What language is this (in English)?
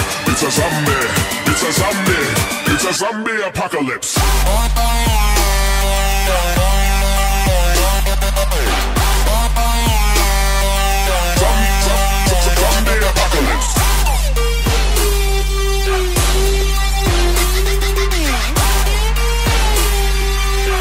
English